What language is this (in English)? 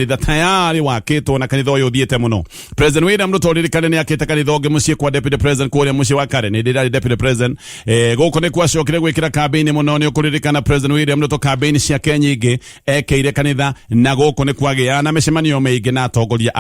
Kikuyu